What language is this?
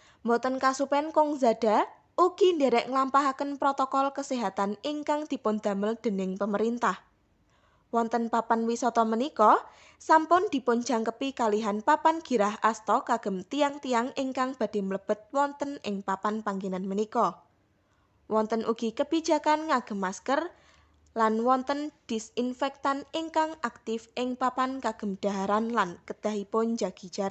Javanese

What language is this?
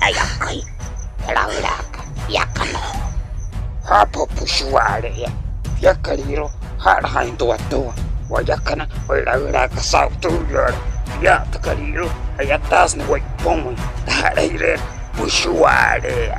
Wayuu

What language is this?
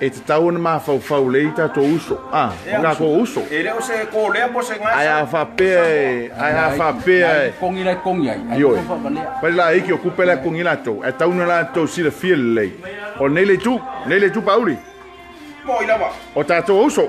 Samoan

